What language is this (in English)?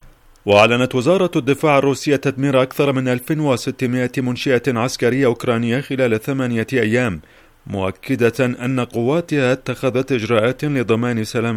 Arabic